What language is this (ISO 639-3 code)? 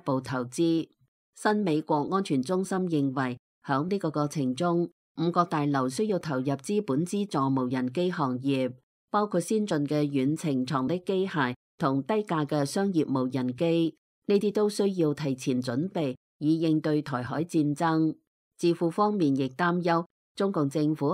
yue